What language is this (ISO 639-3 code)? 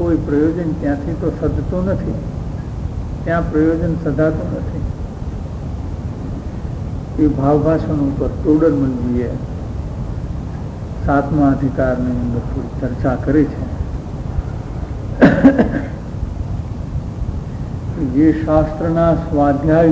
guj